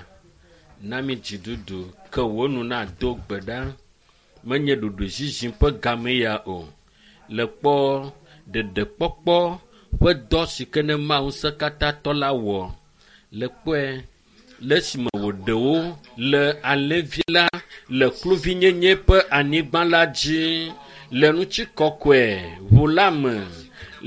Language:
Ewe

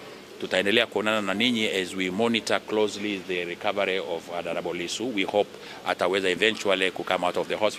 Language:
Swahili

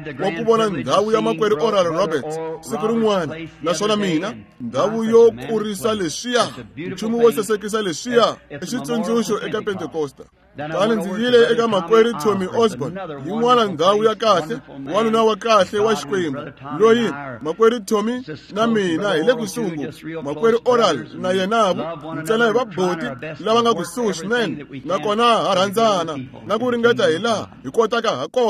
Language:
Tsonga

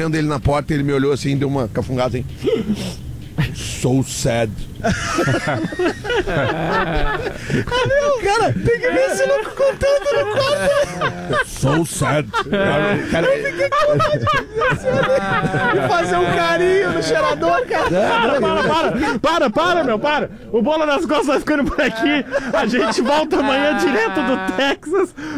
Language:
Portuguese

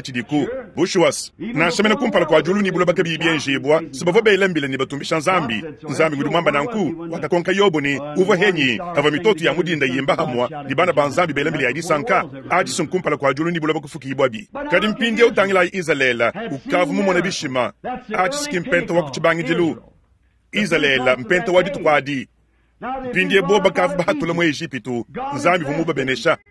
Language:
Luba-Lulua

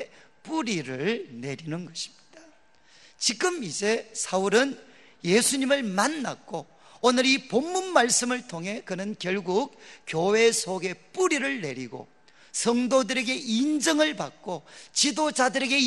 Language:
Korean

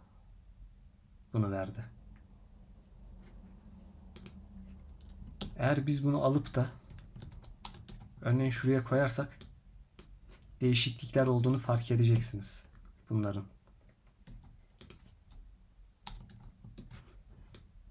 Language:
Turkish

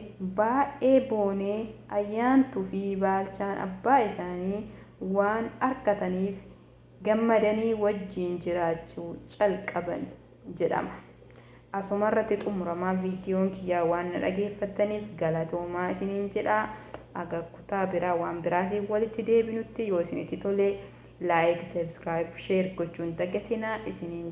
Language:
Oromo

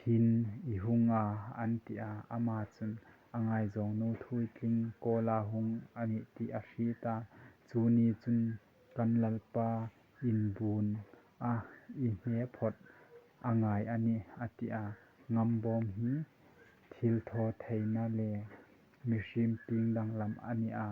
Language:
Hmar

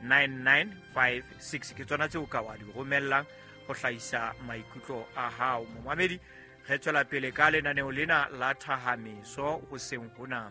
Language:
Southern Sotho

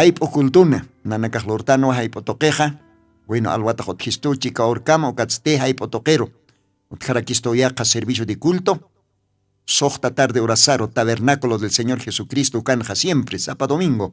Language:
Aymara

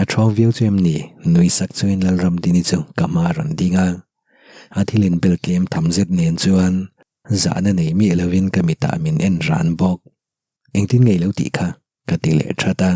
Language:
Mizo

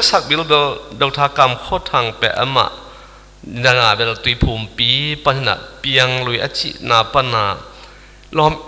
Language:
Tedim Chin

